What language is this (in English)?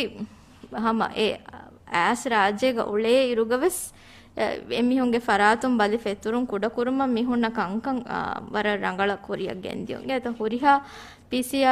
Divehi